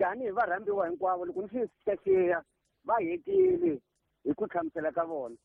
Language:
Tsonga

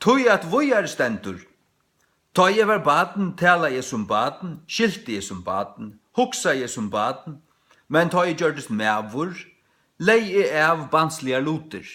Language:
Faroese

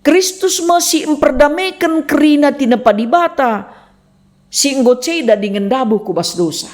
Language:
Batak Karo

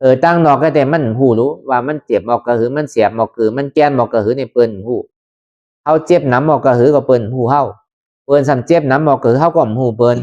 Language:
Lü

